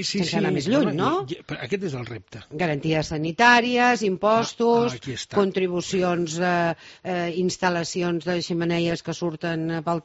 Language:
Catalan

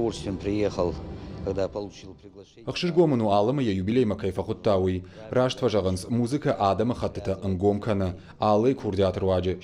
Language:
Ossetic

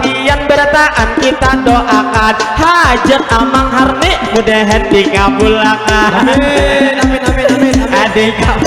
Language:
Banjar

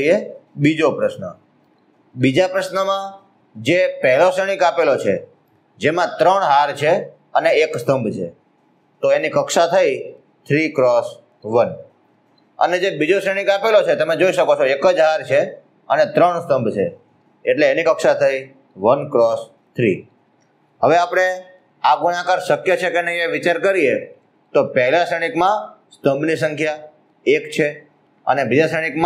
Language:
Gujarati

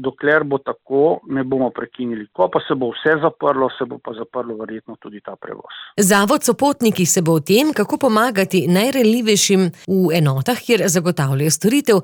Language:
Slovenian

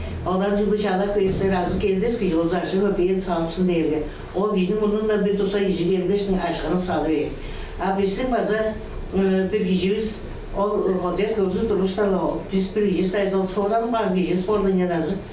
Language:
Tuvinian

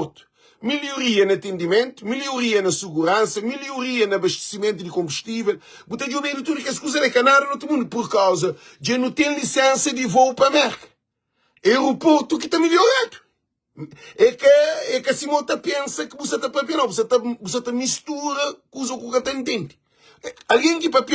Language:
Kabuverdianu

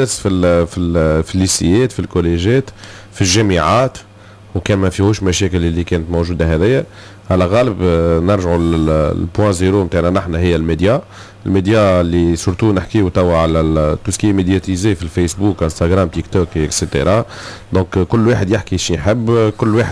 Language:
Tunisian Arabic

